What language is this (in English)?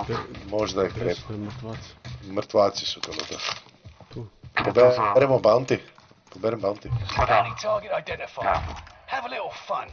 Croatian